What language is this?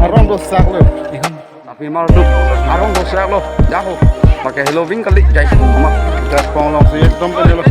Karbi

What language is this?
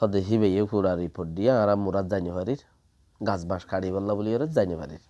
Rohingya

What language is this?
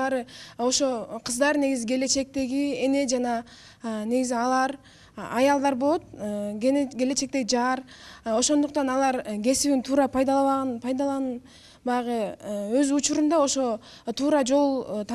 Kyrgyz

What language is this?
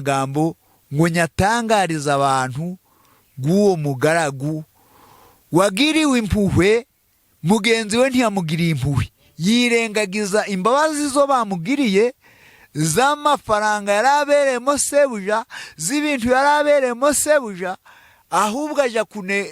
Kinyarwanda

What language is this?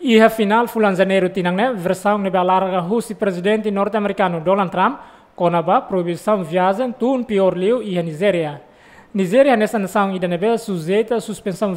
Tetum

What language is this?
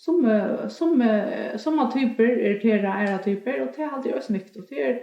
Faroese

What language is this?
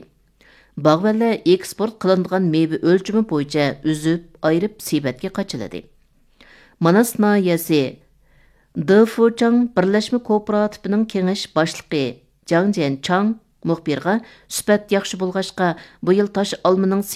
Uyghur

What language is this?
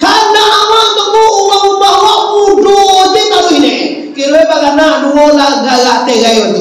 Minangkabau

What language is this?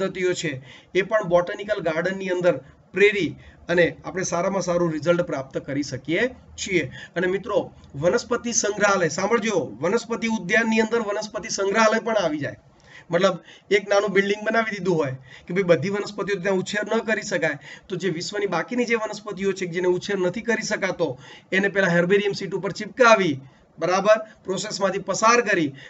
Gujarati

